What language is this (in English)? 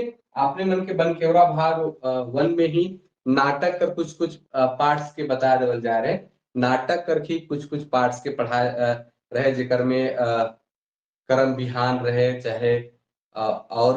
Sadri